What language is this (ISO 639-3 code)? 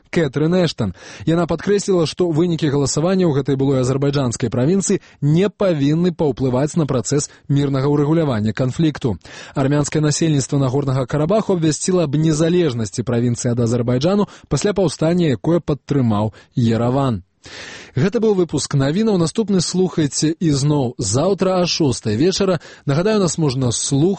bel